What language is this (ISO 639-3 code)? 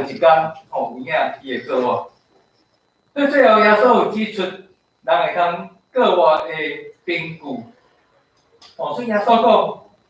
nan